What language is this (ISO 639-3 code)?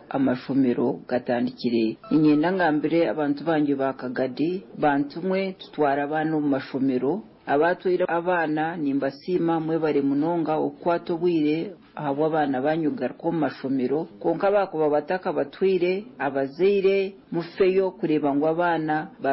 nyo